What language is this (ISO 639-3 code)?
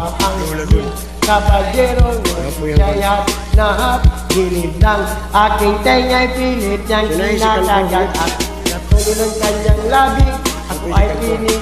fil